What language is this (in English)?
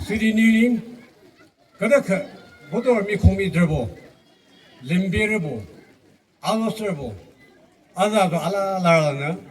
Yimchungru Naga